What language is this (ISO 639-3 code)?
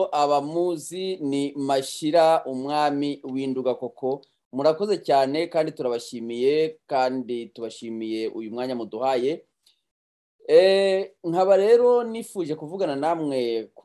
kin